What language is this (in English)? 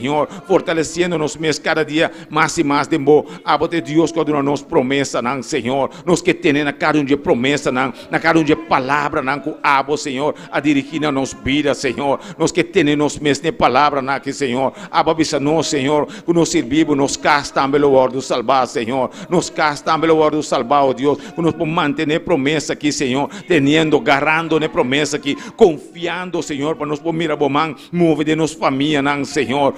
Papiamento